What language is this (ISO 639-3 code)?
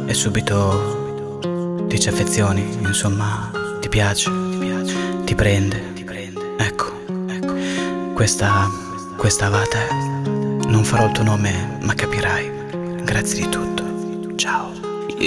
ita